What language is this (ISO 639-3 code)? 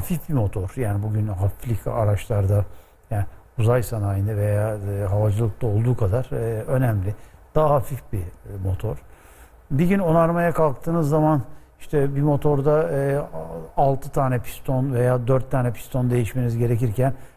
tur